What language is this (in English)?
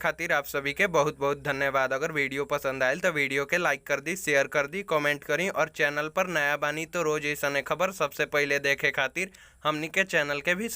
Bhojpuri